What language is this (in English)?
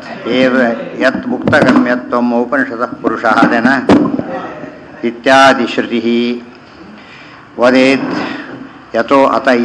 Kannada